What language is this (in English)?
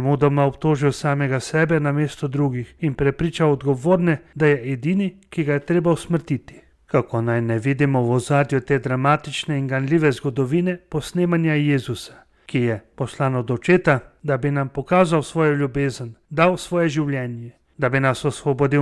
Slovenian